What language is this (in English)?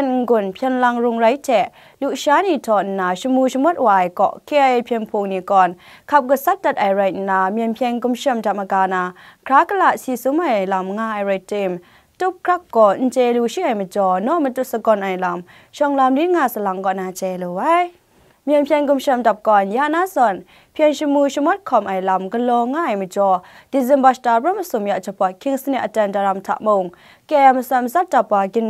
Kachin